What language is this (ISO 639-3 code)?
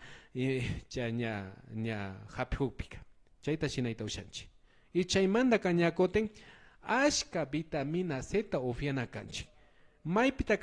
qvi